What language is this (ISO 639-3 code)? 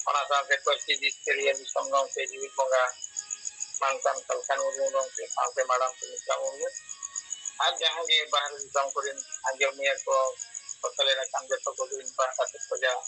sat